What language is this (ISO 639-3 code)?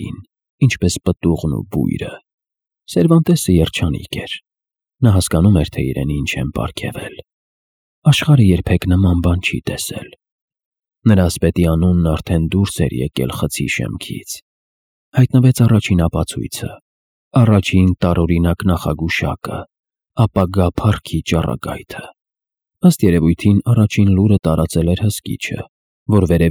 hye